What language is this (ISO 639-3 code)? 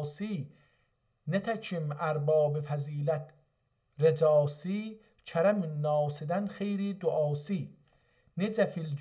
azb